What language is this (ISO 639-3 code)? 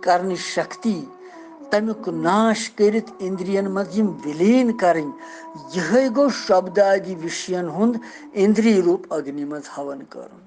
kas